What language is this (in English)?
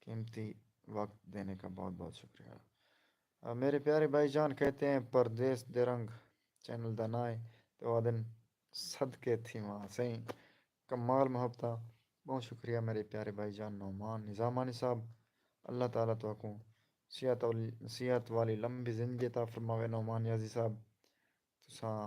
Saraiki